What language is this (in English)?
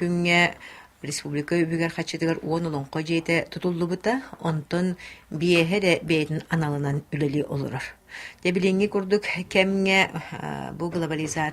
Yakut